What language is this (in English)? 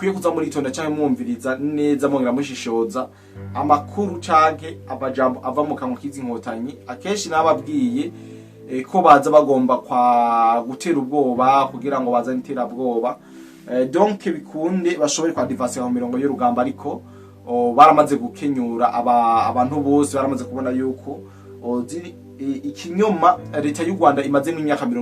Rundi